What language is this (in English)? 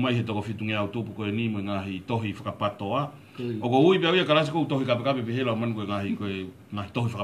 Tongan